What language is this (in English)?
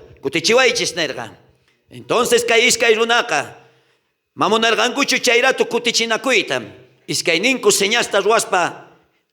South Bolivian Quechua